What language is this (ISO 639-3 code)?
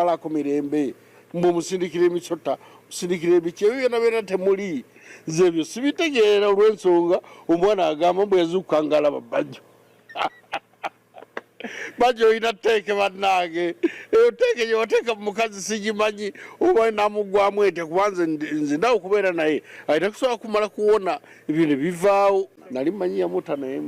lug